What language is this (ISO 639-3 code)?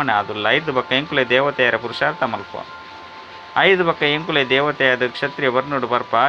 tcy